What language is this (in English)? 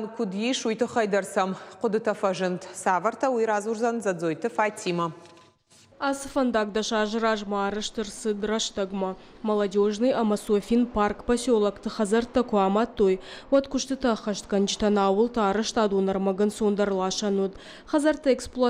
Ossetic